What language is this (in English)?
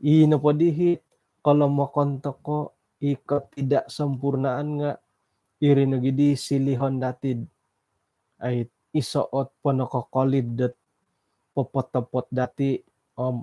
Central Dusun